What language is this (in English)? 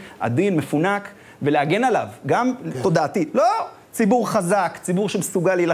Hebrew